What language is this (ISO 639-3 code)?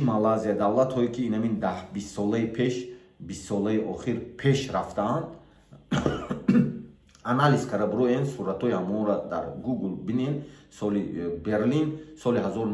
tgk